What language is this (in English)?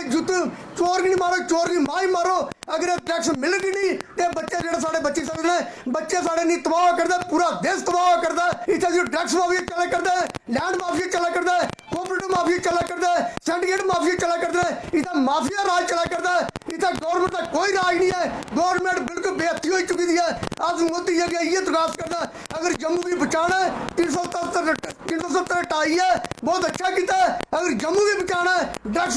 Dogri